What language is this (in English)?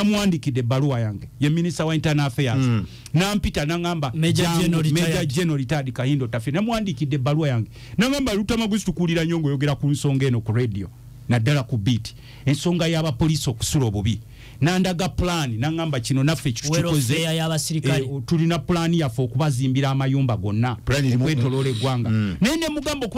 Ganda